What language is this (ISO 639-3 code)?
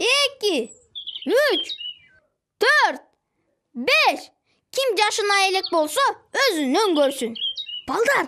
kir